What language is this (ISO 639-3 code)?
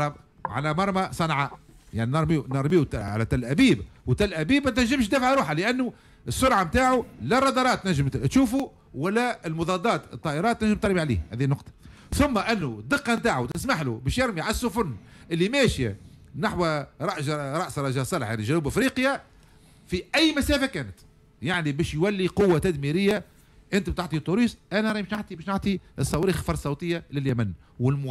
aeb